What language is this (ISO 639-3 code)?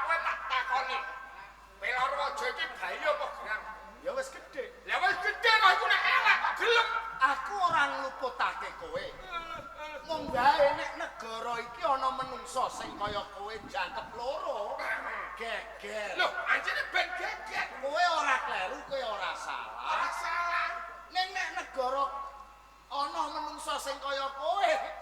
jav